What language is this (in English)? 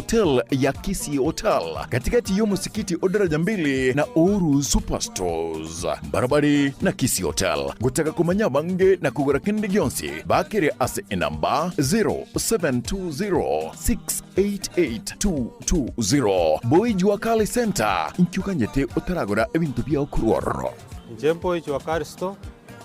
Gusii